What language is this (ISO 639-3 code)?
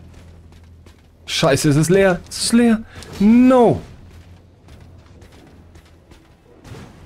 deu